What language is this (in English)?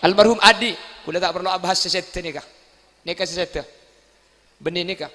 Madurese